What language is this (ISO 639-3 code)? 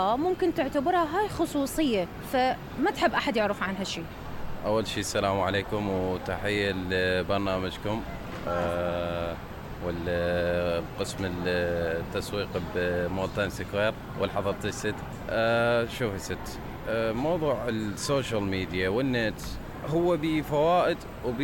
acm